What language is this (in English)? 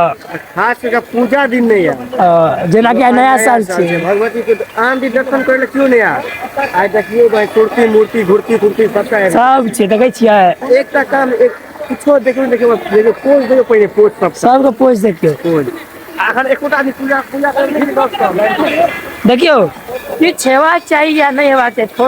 Maithili